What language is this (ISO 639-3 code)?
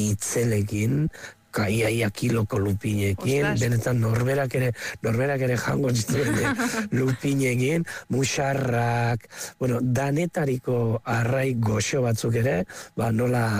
eus